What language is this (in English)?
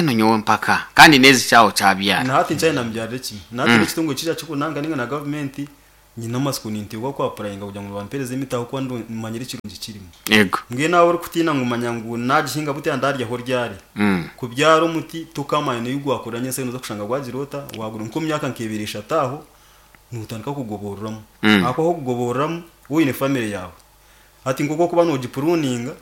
Nyoro